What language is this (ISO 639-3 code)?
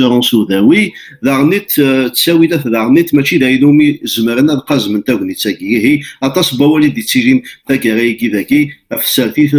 kab